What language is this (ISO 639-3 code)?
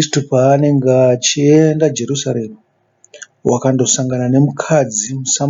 sna